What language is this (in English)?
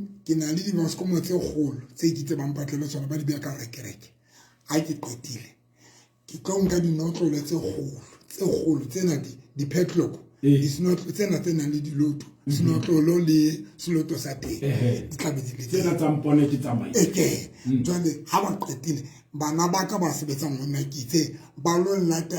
Southern Sotho